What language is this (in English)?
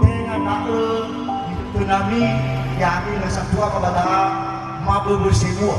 Nias